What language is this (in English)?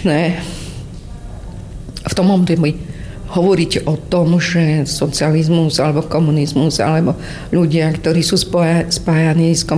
Slovak